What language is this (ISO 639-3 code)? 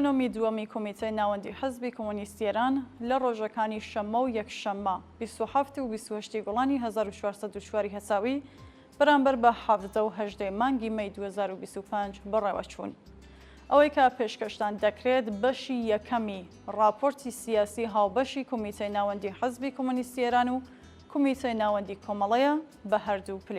ckb